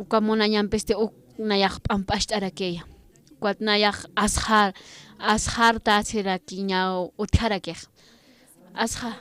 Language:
Aymara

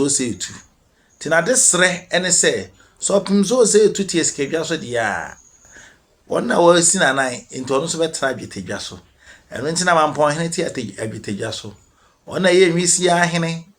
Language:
Akan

